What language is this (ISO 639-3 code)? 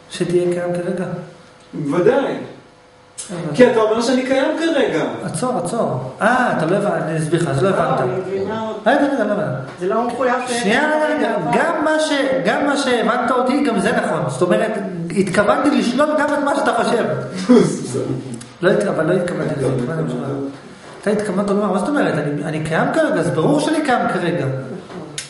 heb